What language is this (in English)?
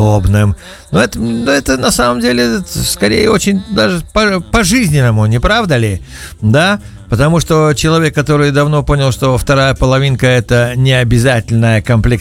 Russian